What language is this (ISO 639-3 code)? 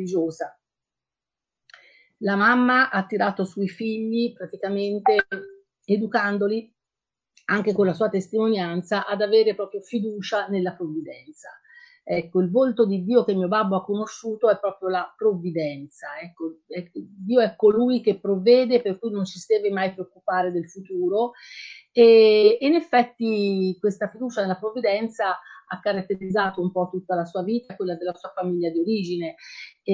ita